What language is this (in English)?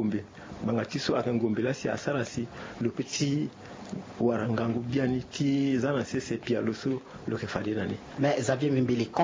Sango